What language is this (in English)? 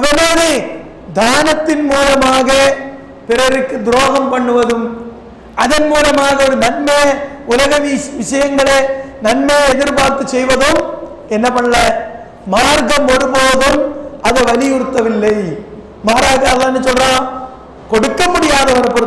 Tamil